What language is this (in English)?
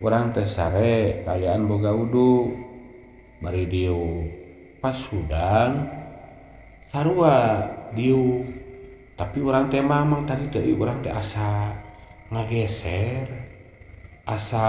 Sundanese